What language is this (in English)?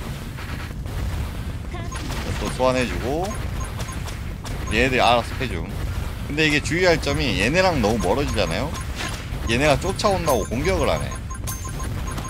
Korean